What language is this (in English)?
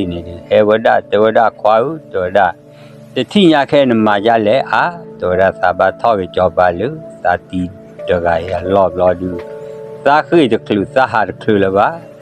S'gaw Karen